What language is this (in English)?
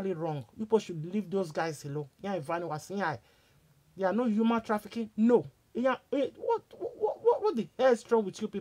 Nigerian Pidgin